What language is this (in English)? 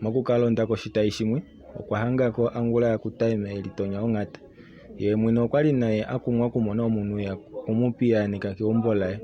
Kuanyama